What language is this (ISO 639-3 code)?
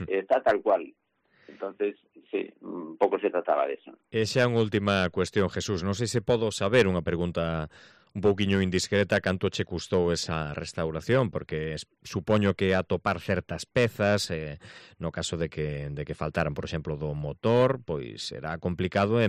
glg